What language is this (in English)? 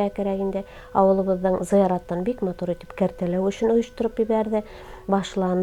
Bashkir